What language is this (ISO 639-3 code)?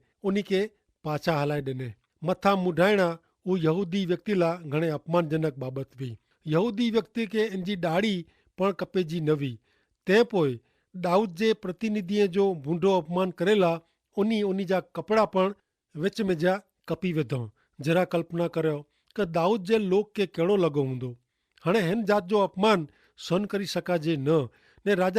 kfr